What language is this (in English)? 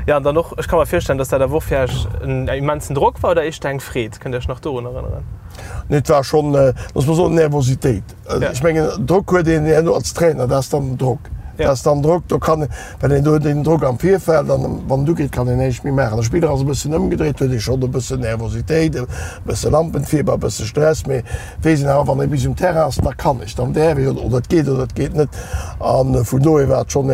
Luxembourgish